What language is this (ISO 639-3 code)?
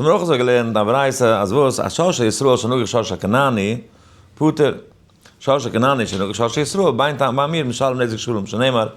yid